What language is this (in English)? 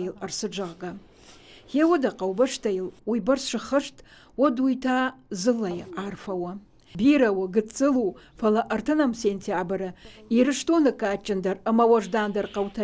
Ossetic